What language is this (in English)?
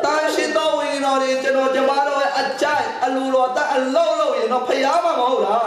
Hakha Chin